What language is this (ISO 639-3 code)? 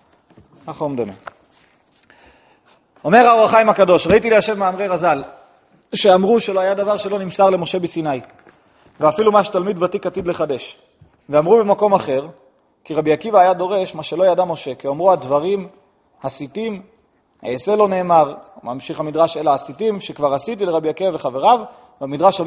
heb